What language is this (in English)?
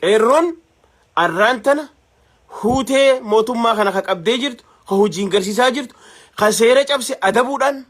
Oromo